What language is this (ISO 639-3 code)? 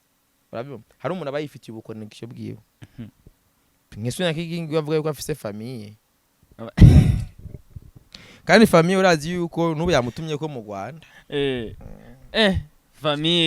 run